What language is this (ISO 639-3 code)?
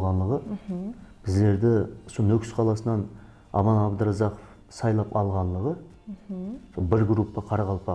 kaa